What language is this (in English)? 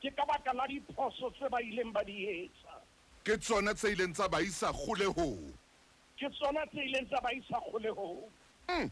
Southern Sotho